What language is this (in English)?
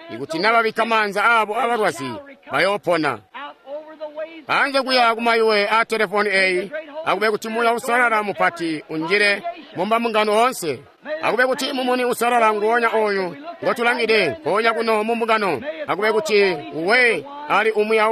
Tonga (Zambia)